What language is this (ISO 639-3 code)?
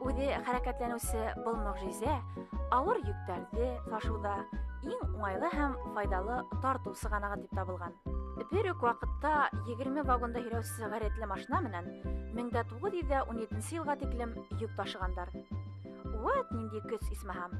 bak